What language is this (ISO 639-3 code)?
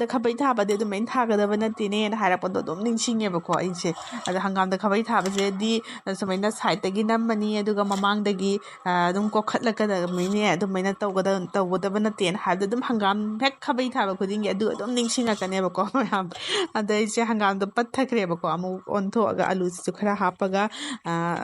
mni